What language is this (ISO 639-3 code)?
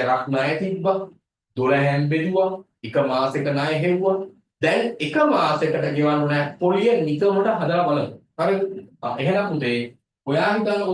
sin